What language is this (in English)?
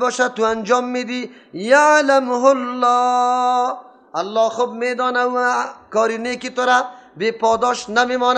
Persian